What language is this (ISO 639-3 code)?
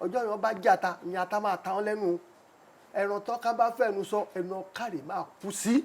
yor